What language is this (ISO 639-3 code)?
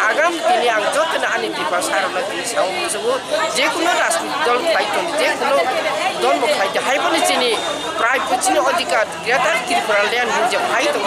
trp